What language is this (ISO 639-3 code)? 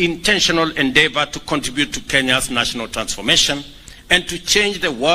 guz